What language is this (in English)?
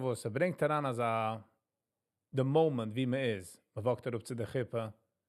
Yiddish